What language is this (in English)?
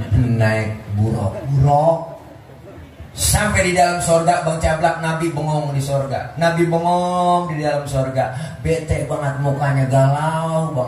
Betawi